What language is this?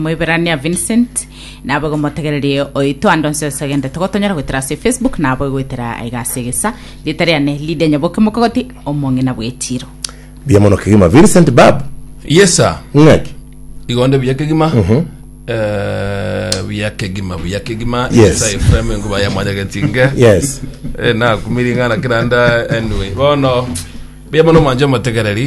Gusii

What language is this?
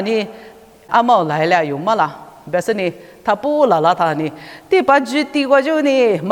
Lisu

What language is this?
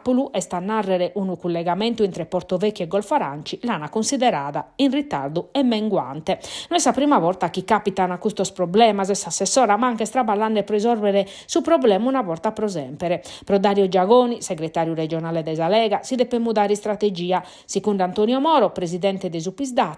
Sardinian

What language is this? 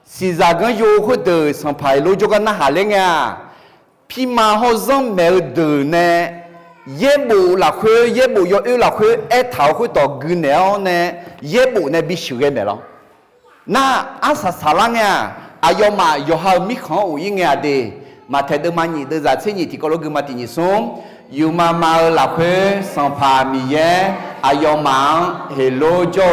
Akha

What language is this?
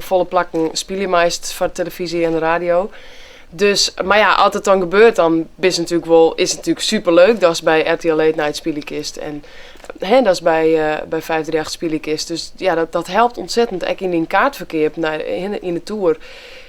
Western Frisian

